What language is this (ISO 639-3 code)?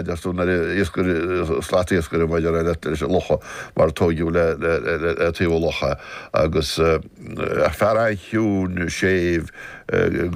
gle